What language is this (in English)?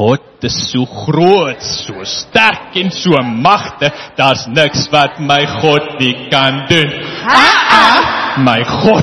Afrikaans